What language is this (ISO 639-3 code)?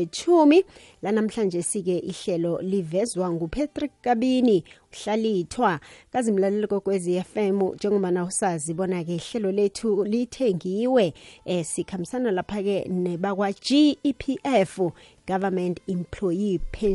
nbl